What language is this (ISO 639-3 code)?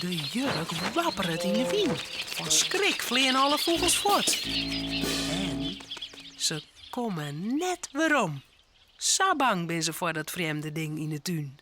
fry